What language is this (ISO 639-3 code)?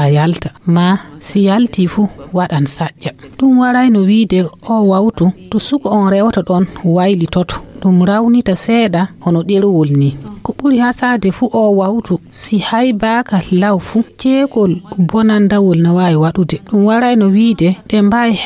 ful